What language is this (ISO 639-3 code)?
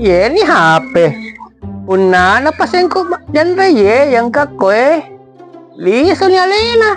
bug